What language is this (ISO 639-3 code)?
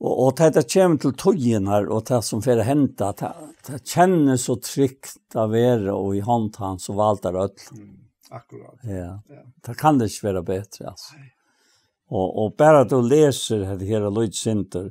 fao